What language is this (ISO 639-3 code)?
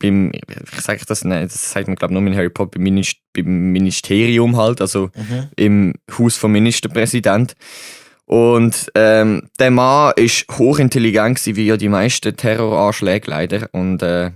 gsw